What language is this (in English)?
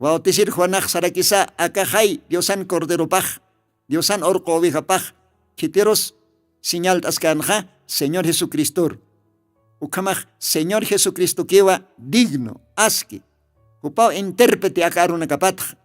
Aymara